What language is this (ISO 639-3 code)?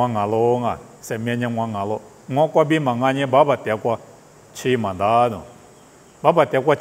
lis